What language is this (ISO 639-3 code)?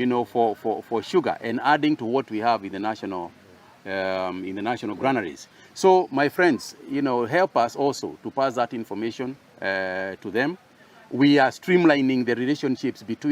luo